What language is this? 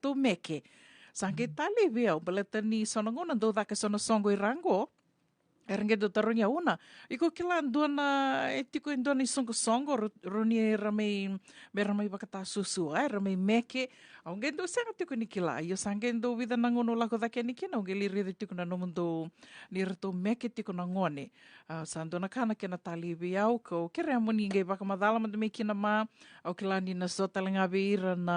Fijian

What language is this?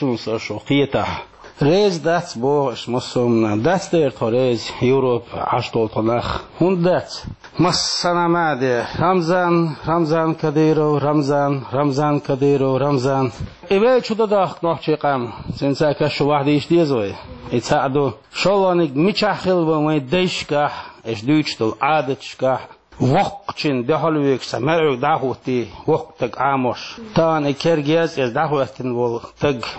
Chechen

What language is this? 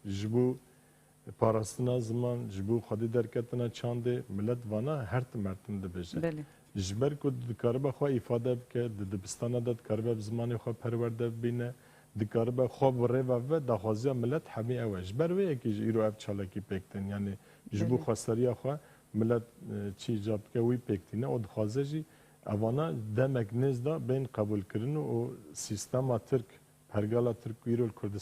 Kurdish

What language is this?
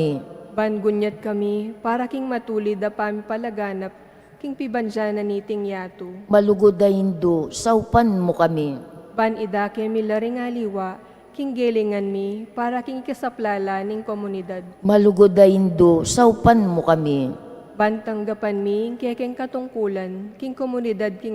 Pampanga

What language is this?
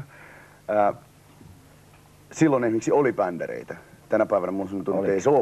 Finnish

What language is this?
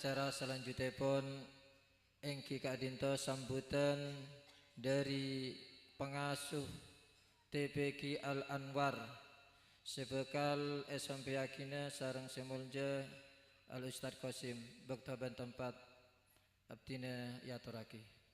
Madurese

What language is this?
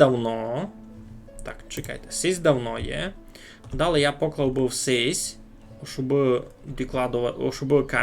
Rusyn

